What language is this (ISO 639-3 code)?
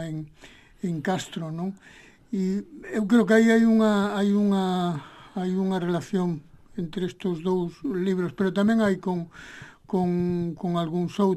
glg